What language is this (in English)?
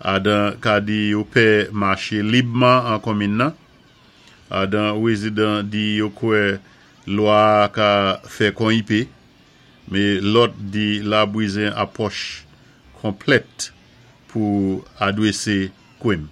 Saint Lucian Creole French